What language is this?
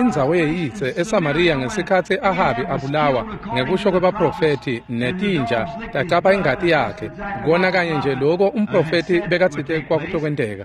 Swati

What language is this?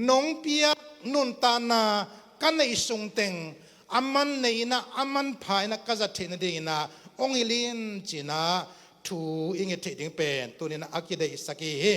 Tedim Chin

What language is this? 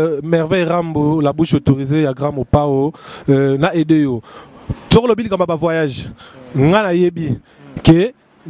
Lingala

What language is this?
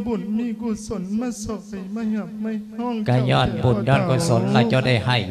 Lao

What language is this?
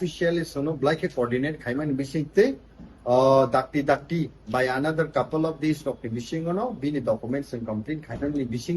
Kok Borok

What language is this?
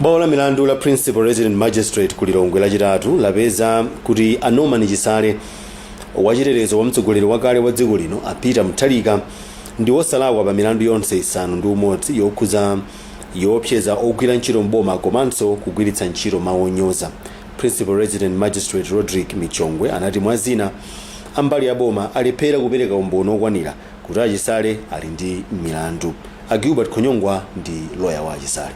Nyanja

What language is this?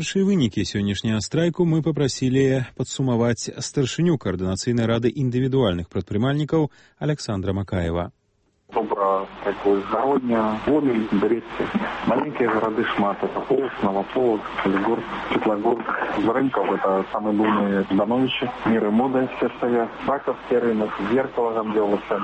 Belarusian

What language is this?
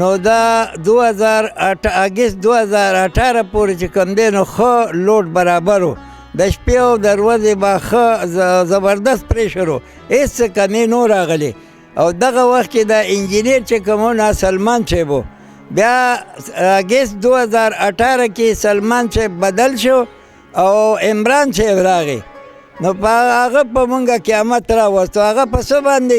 Pashto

